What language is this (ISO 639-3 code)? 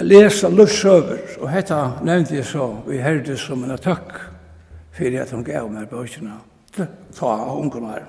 fao